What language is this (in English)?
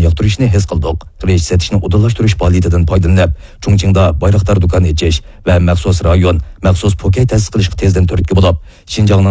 Uyghur